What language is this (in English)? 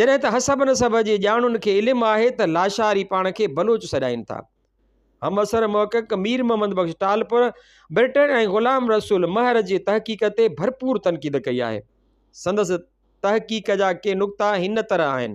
Sindhi